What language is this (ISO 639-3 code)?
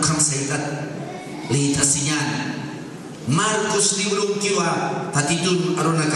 aym